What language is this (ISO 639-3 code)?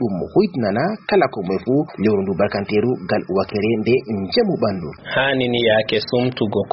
ful